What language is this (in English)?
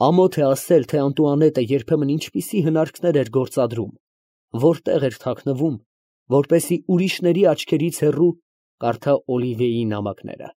Armenian